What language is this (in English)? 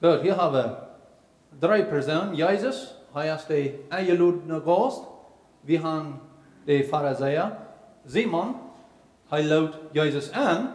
Plautdietsch